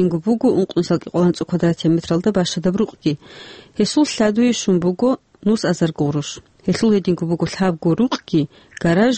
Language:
Avaric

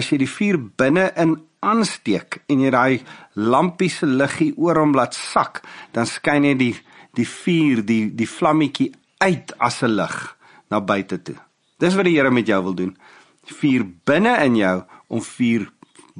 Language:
Afrikaans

